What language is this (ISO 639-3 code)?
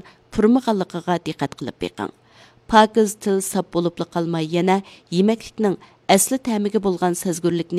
uig